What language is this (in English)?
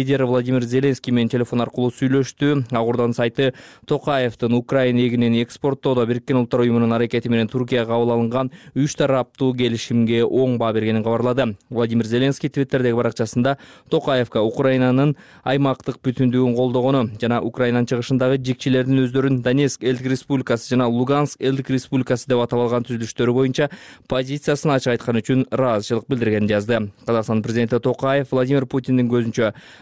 Kyrgyz